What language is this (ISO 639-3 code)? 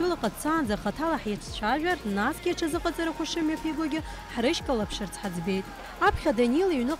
abk